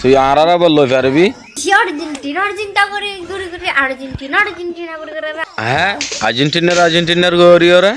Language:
Rohingya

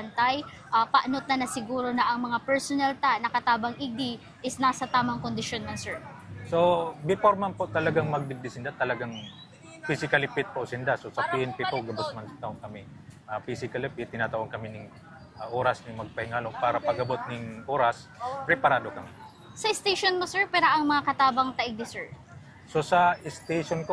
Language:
Bikol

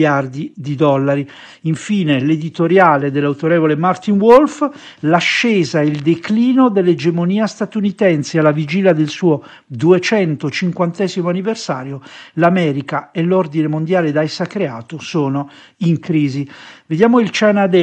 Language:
Italian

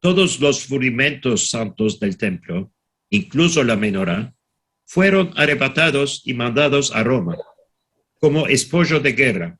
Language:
Ladino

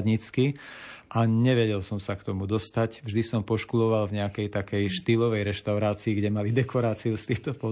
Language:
Slovak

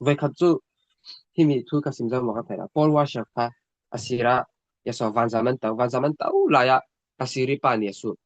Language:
Falam Chin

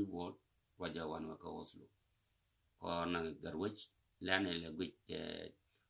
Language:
Nuer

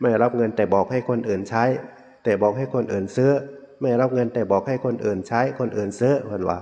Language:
Northeastern Thai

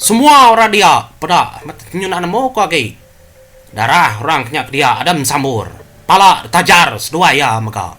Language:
Iban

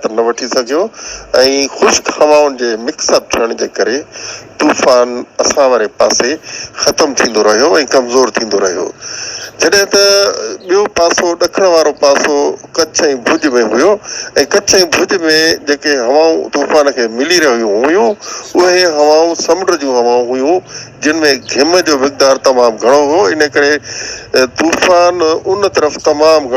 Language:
Sindhi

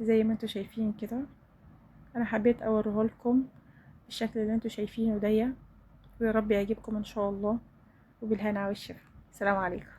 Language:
Egyptian Arabic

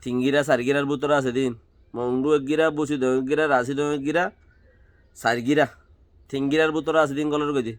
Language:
Rohingya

